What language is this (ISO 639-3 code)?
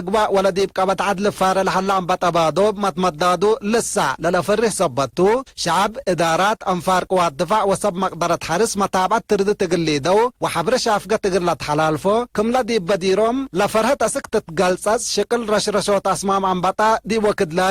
tig